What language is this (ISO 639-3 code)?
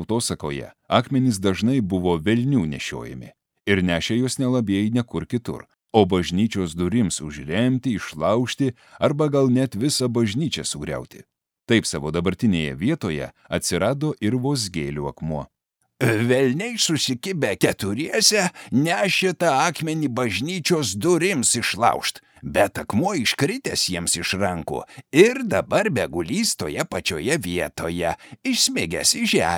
lit